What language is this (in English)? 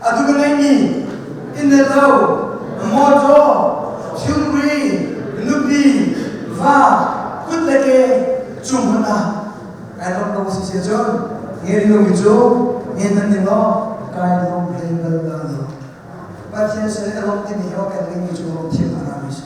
Hakha Chin